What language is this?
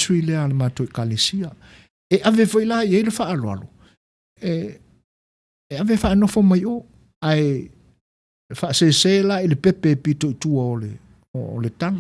Samoan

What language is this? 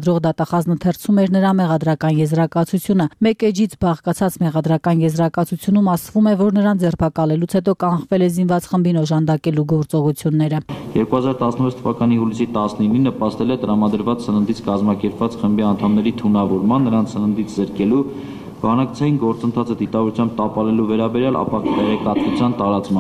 Armenian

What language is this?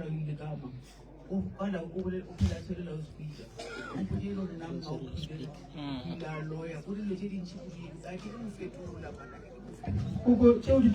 Northern Sotho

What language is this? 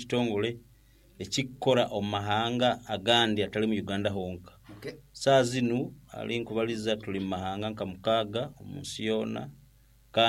Nyankole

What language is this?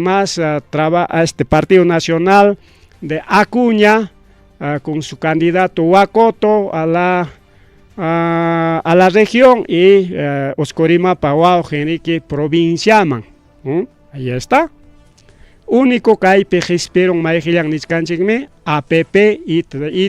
Ayacucho Quechua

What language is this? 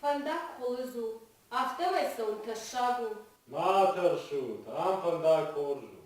Ossetic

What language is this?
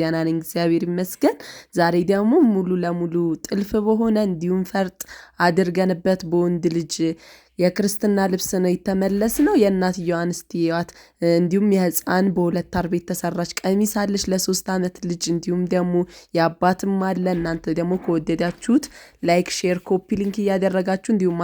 Amharic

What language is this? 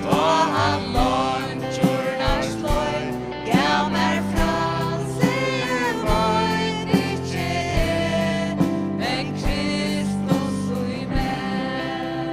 Faroese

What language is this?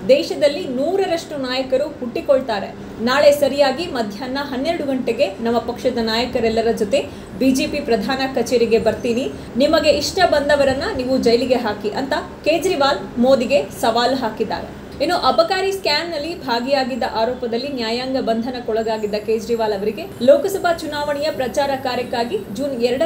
Kannada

